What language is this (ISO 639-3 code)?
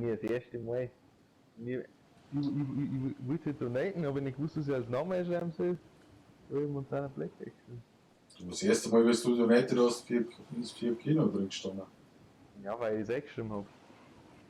bar